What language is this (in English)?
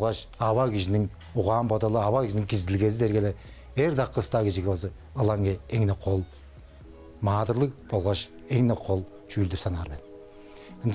Tuvinian